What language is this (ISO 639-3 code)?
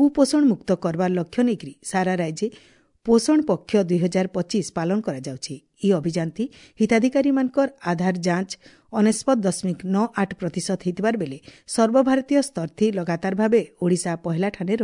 ori